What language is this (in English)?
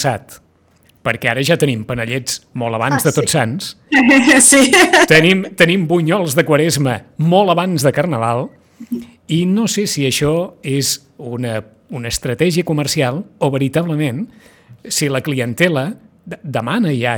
Catalan